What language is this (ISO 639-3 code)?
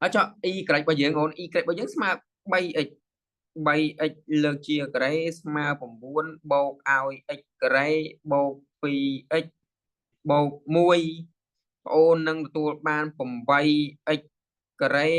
khm